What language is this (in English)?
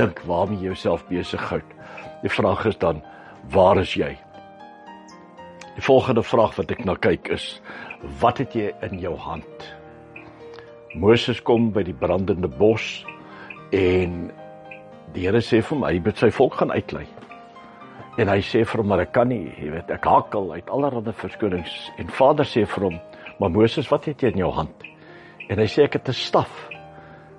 Afrikaans